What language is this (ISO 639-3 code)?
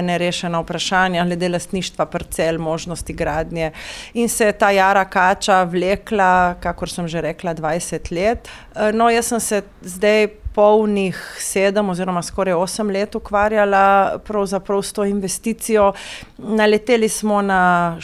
slv